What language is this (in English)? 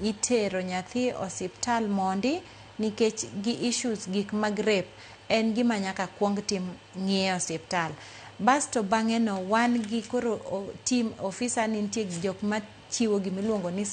Luo (Kenya and Tanzania)